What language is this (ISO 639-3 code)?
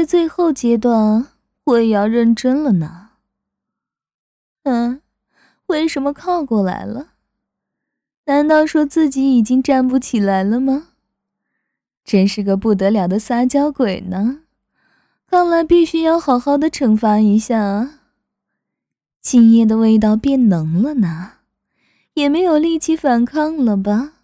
zho